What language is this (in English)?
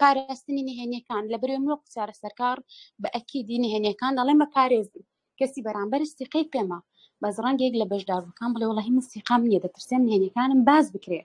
Central Kurdish